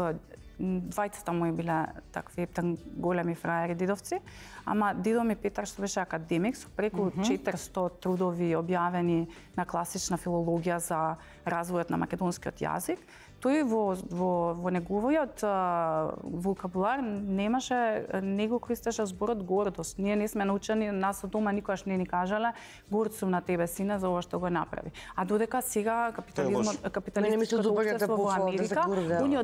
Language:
Macedonian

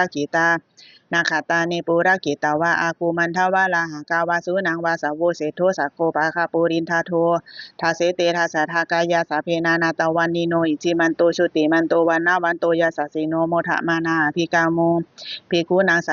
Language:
Pali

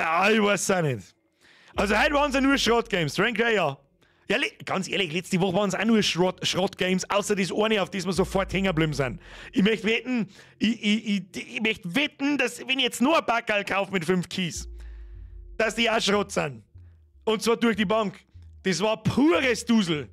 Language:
Bavarian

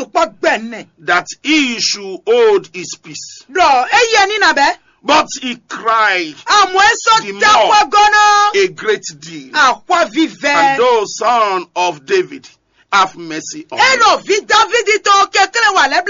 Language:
Fon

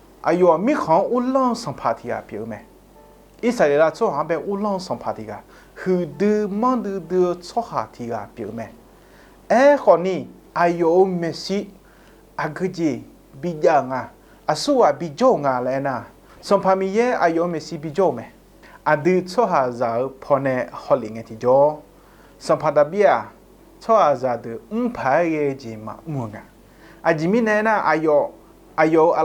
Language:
Akha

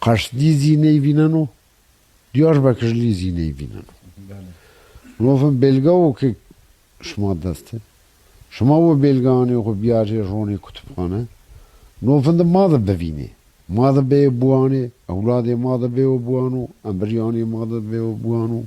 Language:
Zaza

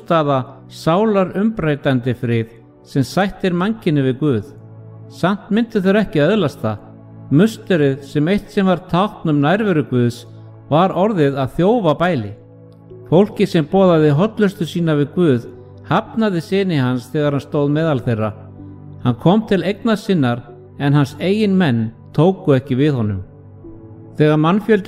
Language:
Icelandic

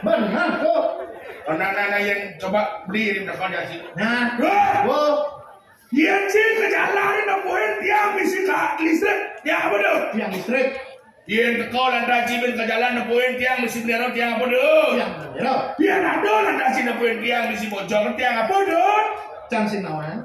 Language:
Balinese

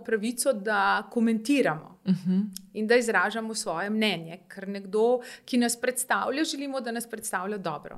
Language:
Slovenian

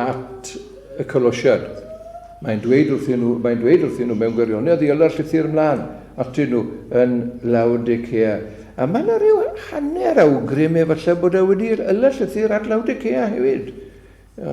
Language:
Welsh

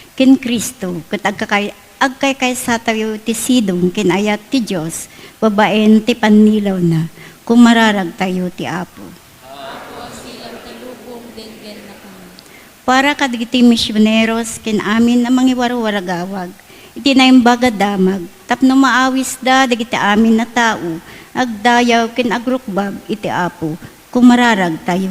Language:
Iloko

